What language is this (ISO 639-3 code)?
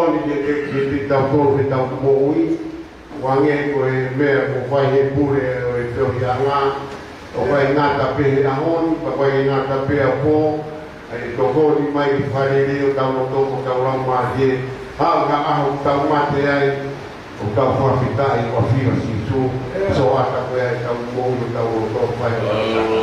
ton